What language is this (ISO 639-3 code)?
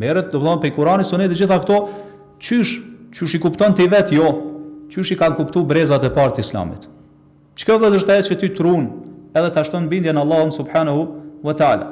sqi